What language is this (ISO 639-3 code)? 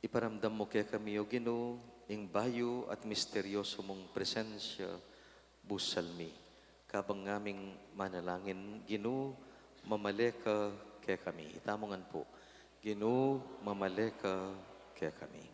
pam